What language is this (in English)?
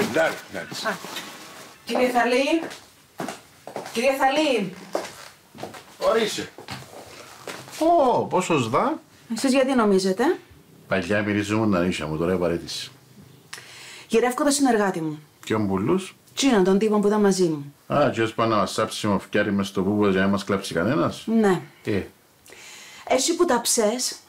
Greek